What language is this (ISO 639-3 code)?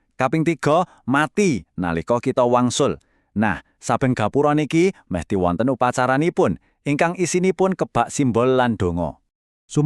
jav